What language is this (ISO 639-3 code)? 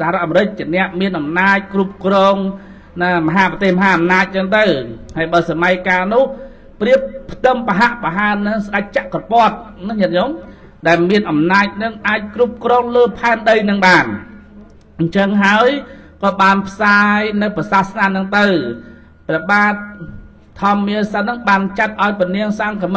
khm